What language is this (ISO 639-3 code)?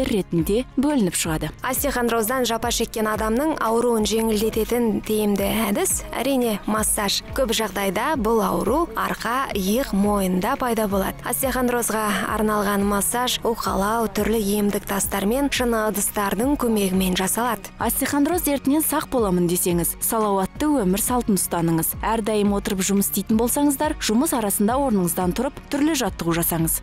kaz